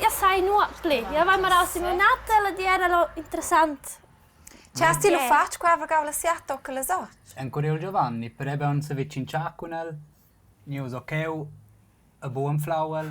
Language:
Romansh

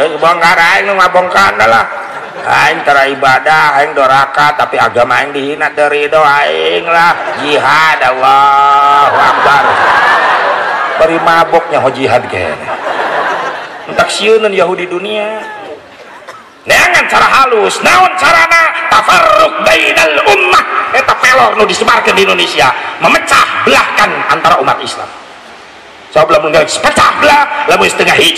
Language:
Sundanese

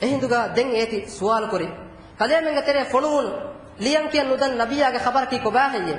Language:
Divehi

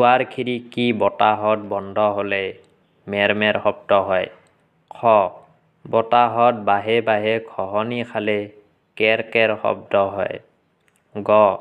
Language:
Assamese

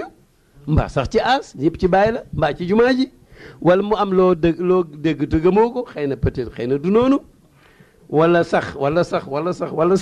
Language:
Wolof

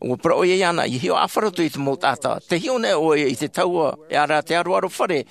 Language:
Tahitian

